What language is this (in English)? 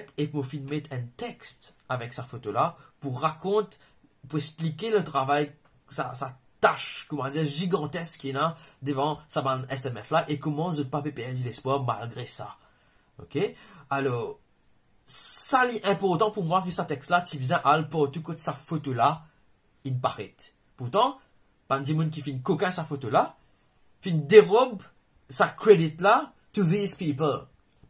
Morisyen